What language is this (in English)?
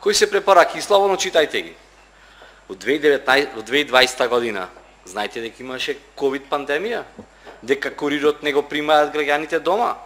Macedonian